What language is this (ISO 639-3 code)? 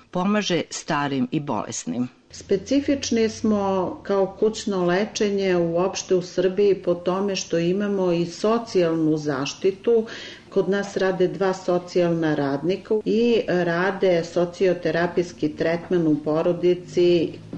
srp